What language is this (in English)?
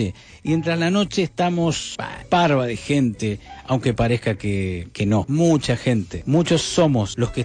Spanish